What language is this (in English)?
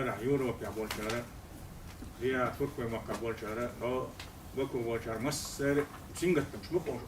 Chechen